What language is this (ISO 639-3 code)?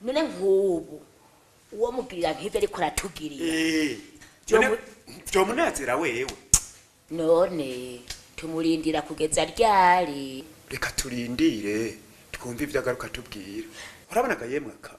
run